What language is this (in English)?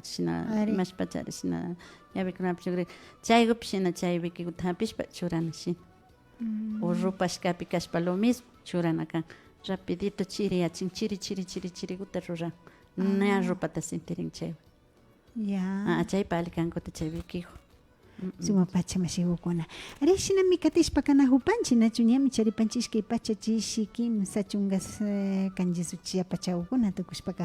Imbabura Highland Quichua